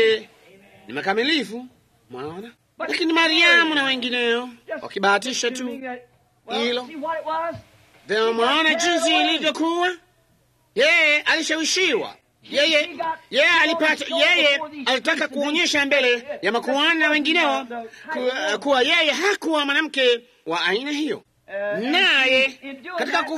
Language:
Swahili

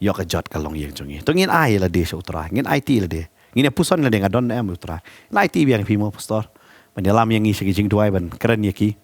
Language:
Khasi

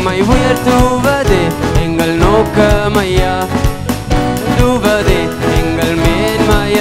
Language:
Tamil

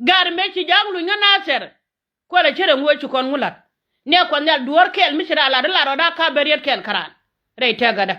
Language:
Nuer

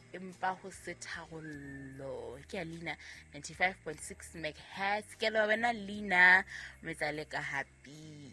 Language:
Southern Sotho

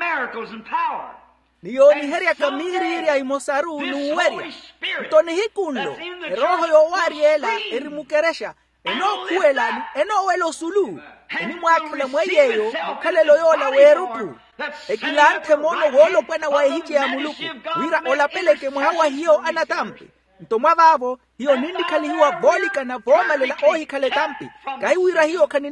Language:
Makhuwa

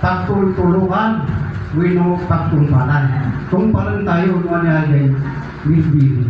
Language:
Iloko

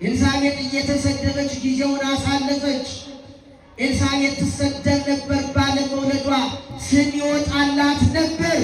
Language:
Amharic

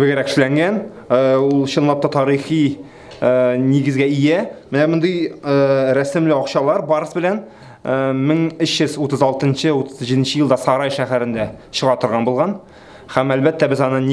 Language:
Tatar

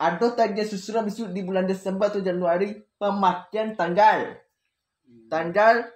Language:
Minangkabau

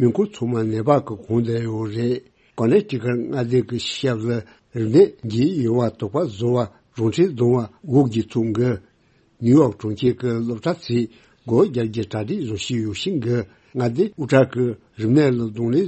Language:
Tibetan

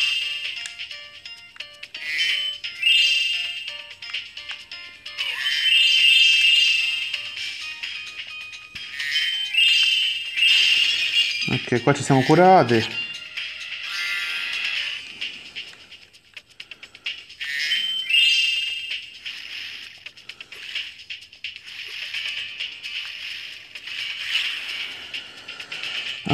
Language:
Italian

